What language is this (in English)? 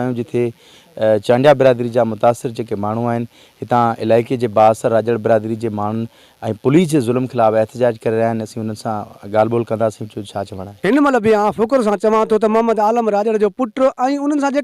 Sindhi